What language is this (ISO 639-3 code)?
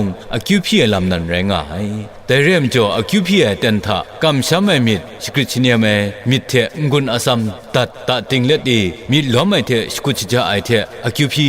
kac